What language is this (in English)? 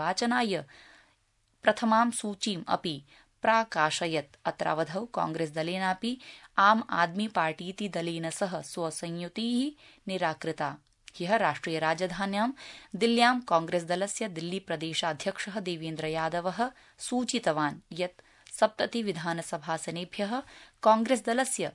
Sanskrit